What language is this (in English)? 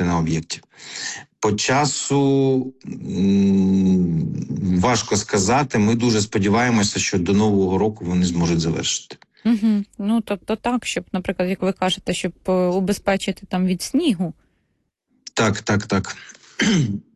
Ukrainian